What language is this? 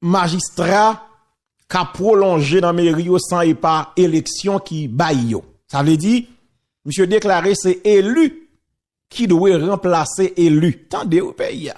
Haitian Creole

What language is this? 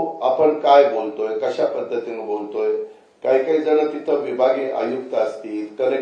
Marathi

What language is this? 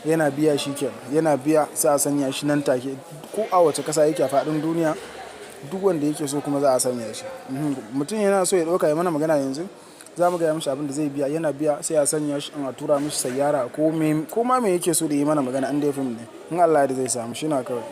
Hausa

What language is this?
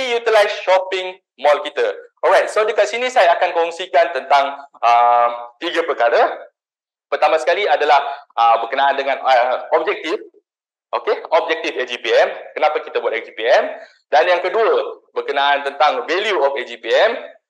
Malay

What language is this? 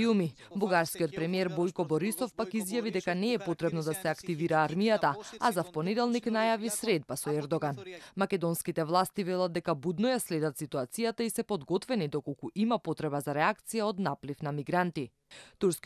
Macedonian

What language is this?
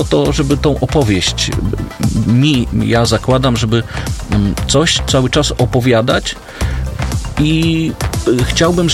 Polish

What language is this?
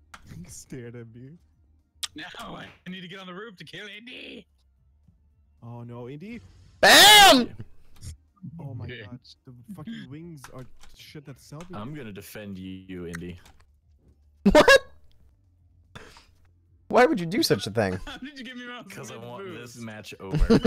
English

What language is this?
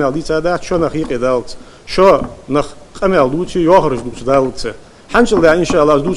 Ingush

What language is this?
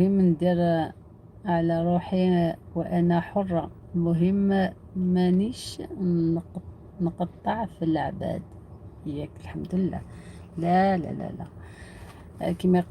Algerian Arabic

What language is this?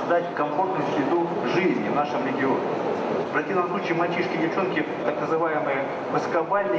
Russian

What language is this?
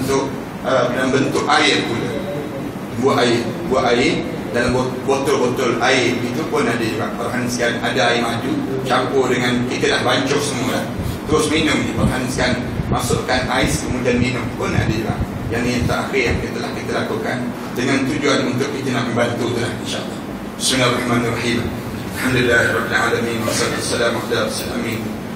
Malay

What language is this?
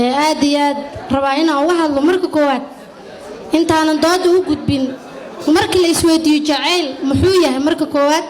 Somali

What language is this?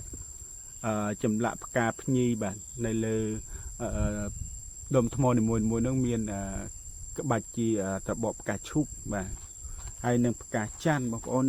Khmer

